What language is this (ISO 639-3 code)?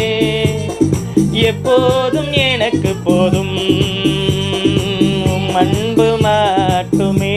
tam